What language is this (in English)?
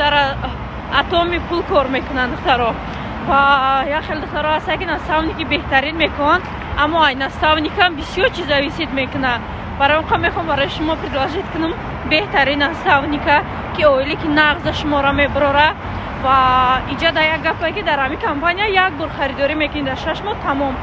Tajik